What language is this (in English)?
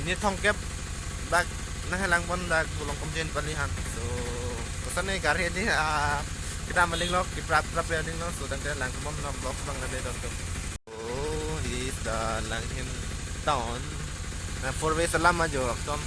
Karbi